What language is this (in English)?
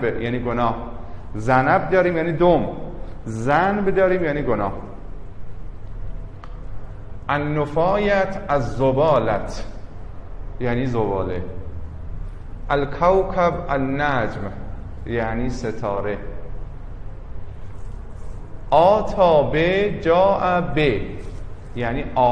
Persian